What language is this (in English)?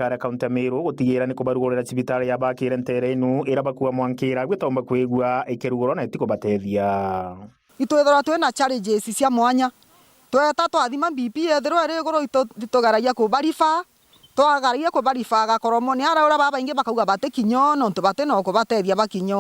Meru